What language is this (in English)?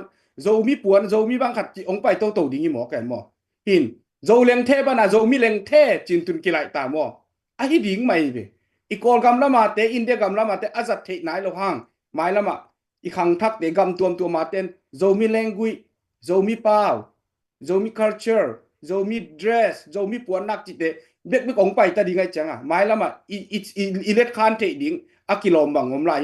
Tedim Chin